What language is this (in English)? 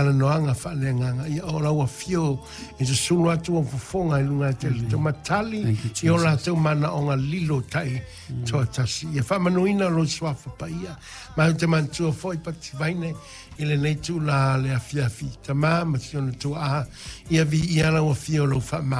Samoan